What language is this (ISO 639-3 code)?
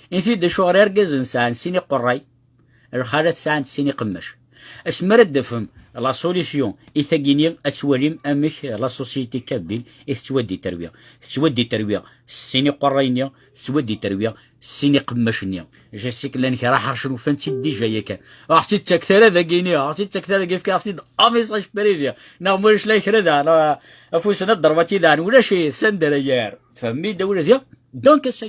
kab